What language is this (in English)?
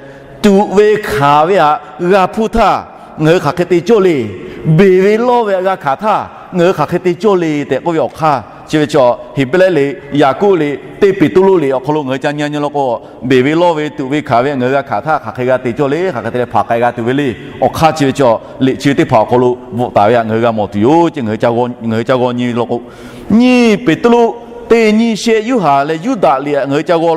Lahu